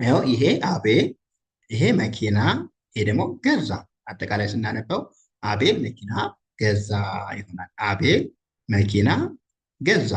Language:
Amharic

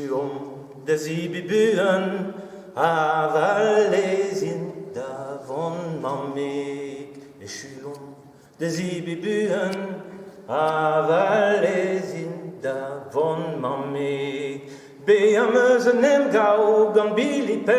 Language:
Breton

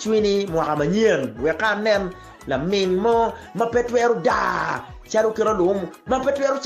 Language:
Acoli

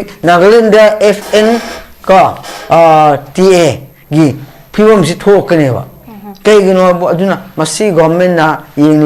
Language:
Manipuri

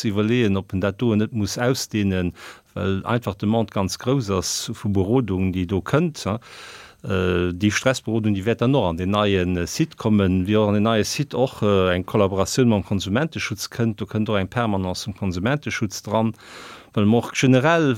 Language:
Luxembourgish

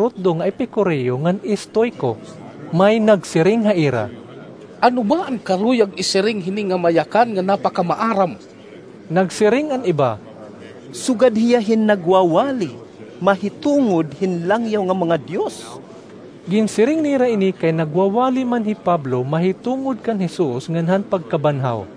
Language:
Waray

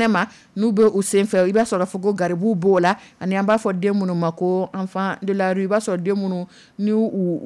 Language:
Dyula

